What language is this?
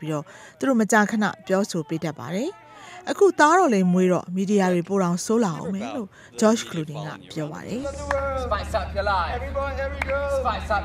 Burmese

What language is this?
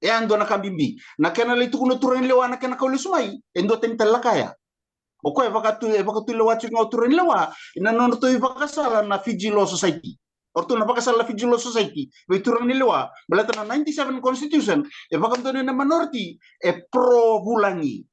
Fijian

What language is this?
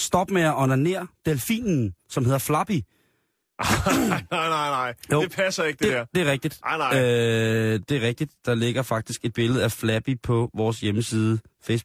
Danish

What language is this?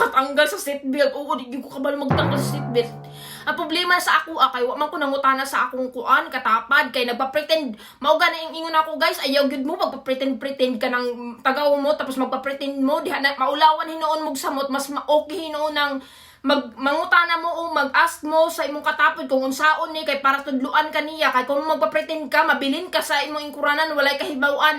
Cebuano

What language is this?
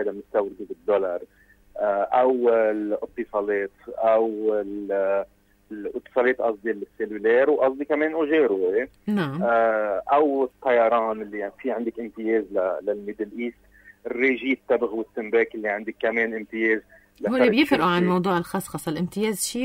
North Levantine Arabic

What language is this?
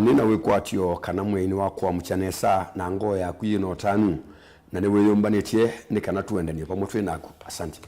Kamba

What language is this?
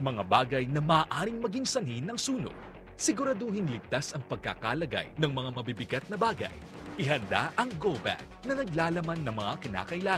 Filipino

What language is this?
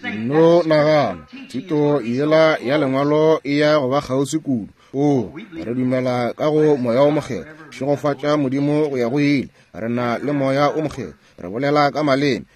Northern Sotho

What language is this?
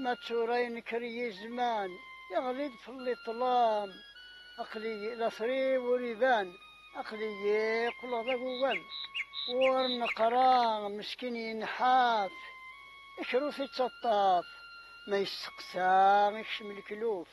Kabyle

